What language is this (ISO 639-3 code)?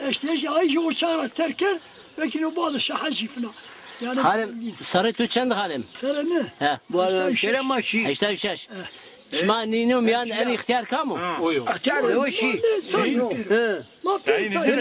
zza